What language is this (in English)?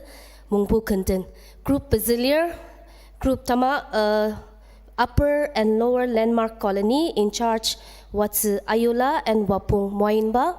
Ao Naga